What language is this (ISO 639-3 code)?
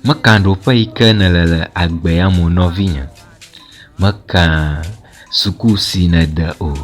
ewe